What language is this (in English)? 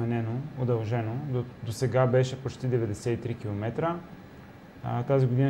Bulgarian